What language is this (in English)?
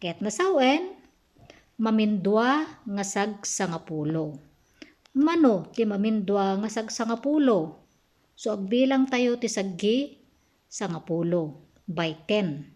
Iloko